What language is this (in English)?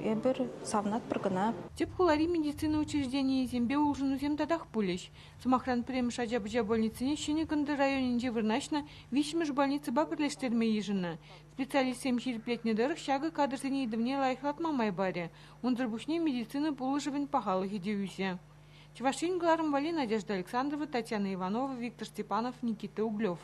Chuvash